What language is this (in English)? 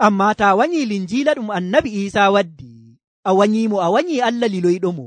Nigerian Fulfulde